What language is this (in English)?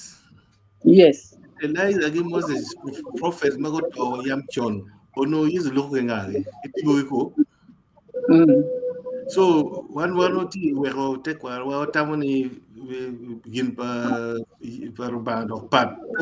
Acoli